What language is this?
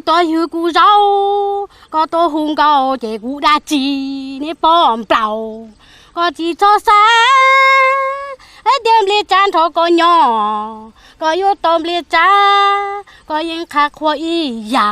Hmong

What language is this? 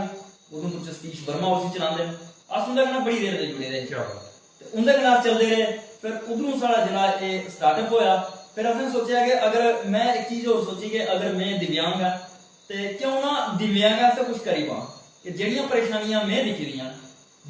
Dogri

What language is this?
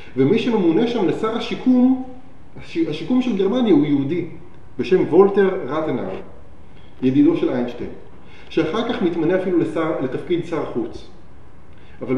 Hebrew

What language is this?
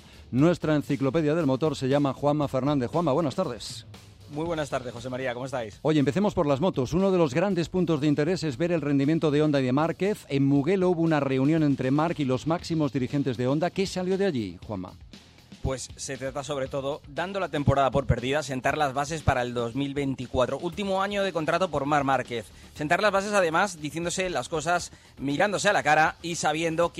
Spanish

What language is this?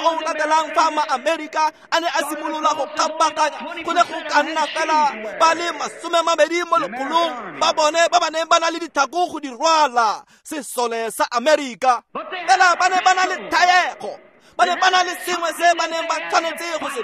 Tswana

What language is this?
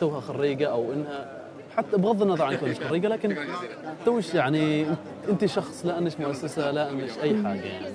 Gulf Arabic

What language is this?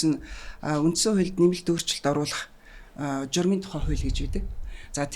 Mongolian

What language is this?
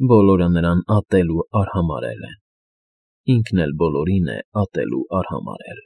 Armenian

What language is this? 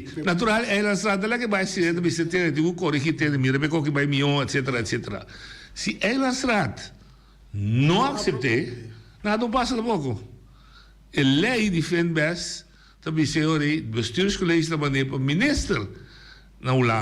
Papiamento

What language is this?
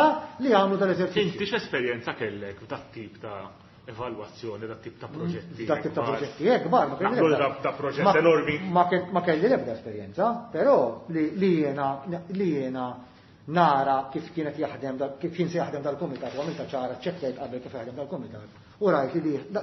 Maltese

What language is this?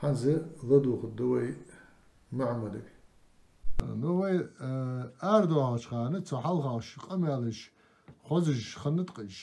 Ingush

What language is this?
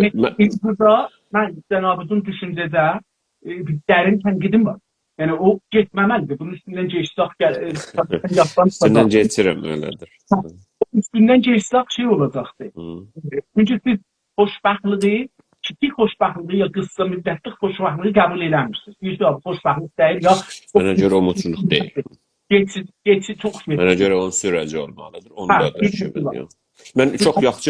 South Azerbaijani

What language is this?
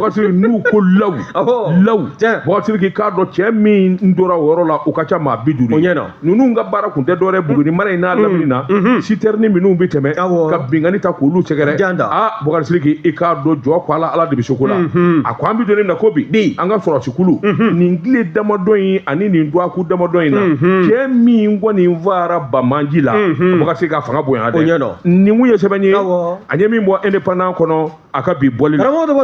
Bambara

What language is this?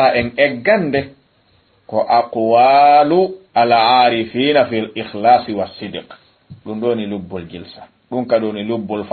Fula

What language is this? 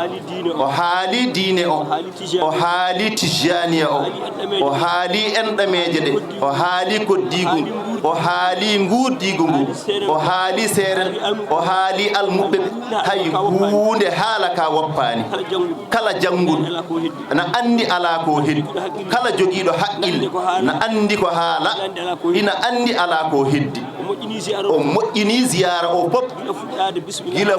Fula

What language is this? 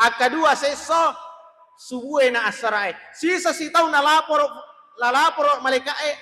Buginese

